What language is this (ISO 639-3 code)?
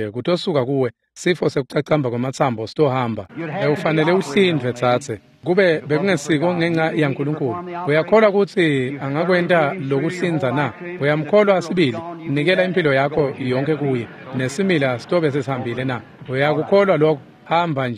ssw